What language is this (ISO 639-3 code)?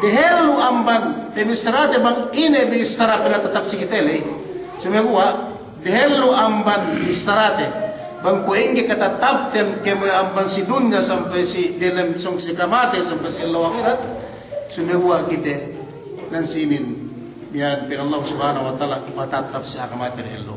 yka